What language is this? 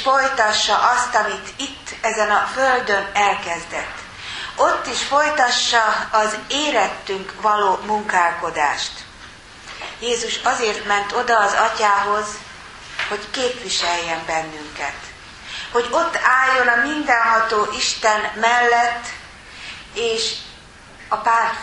Hungarian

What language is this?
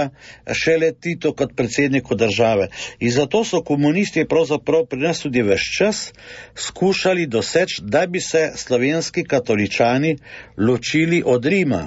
Slovenian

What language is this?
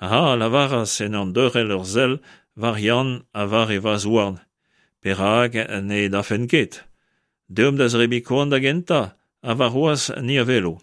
Breton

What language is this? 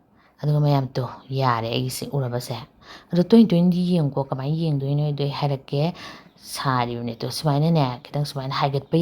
Manipuri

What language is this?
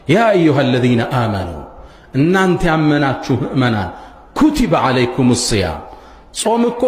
Amharic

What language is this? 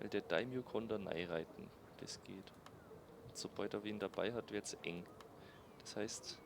Bavarian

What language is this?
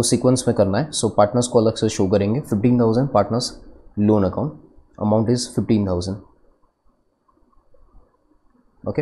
Hindi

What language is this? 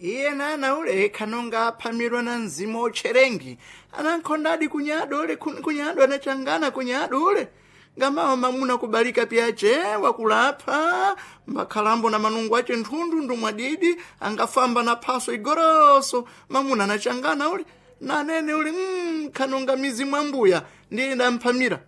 Sena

